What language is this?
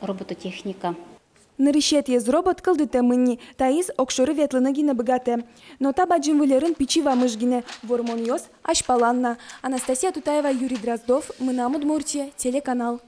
Udmurt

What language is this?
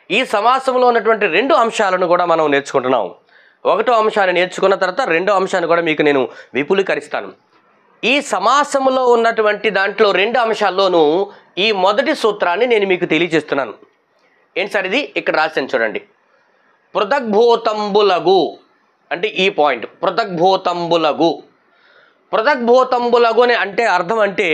Telugu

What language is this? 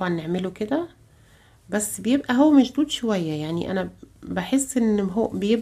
Egyptian Arabic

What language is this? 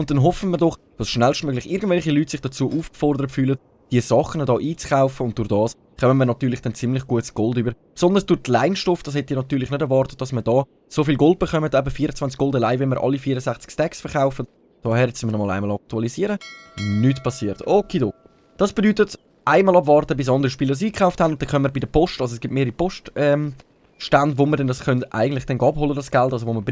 Swiss German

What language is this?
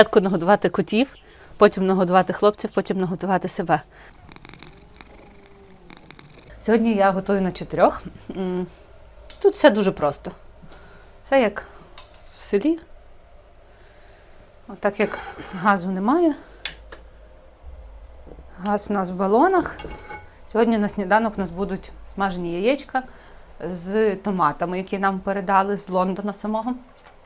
Ukrainian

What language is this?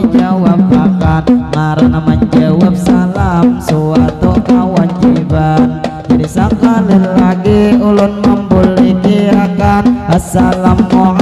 Banjar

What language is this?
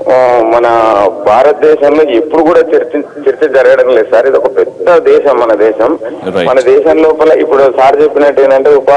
Telugu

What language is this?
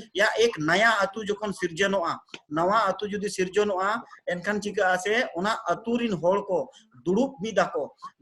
Santali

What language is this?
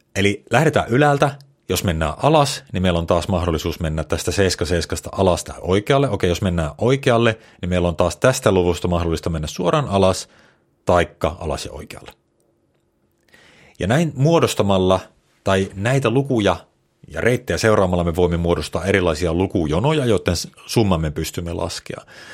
Finnish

